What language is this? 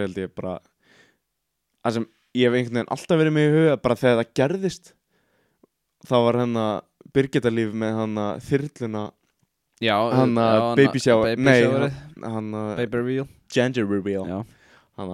Icelandic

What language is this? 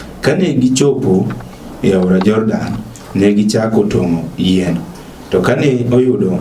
Luo (Kenya and Tanzania)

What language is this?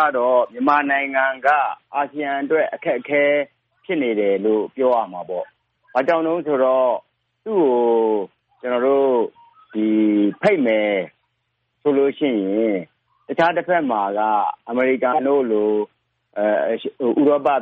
Burmese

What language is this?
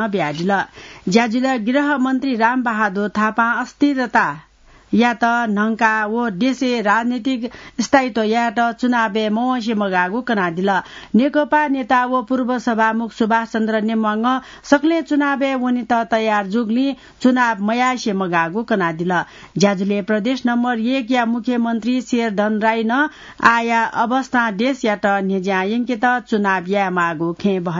Newari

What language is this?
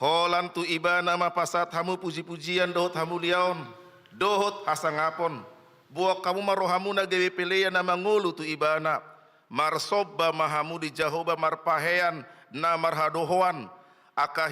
Batak Toba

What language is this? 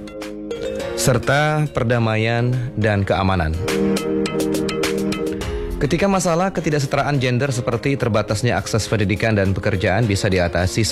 Indonesian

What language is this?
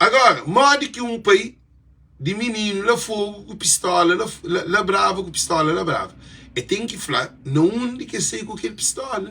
Kabuverdianu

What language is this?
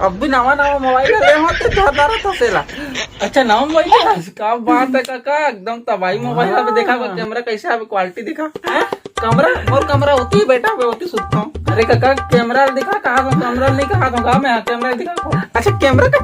Chhattisgarhi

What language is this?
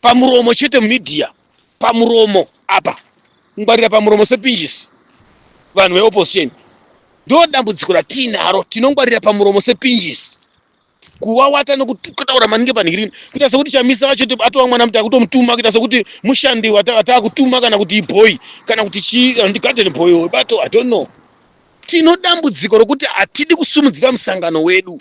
Shona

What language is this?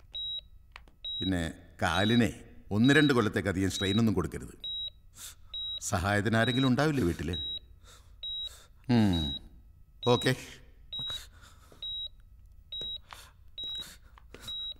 Malayalam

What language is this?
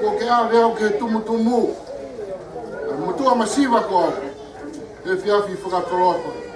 Tongan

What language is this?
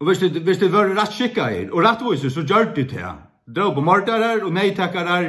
Faroese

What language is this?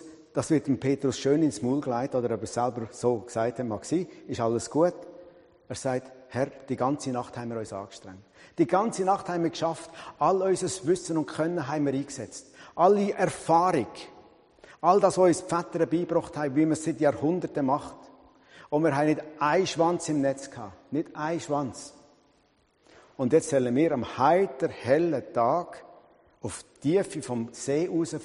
German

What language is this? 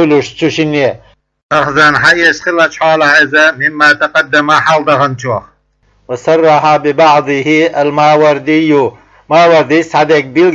Chechen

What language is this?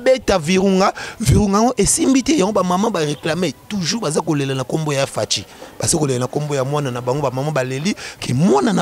Lingala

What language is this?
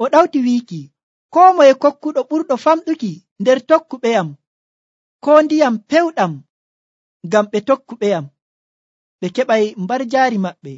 Nigerian Fulfulde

